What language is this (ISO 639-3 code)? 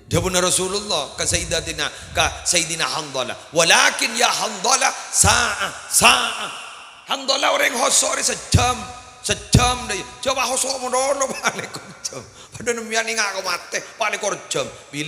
mad